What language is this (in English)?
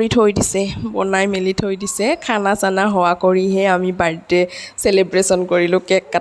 Assamese